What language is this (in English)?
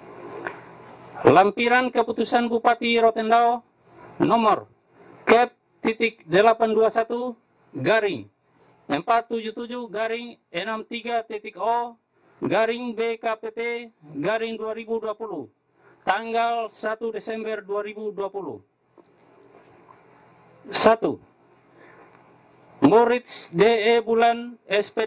Indonesian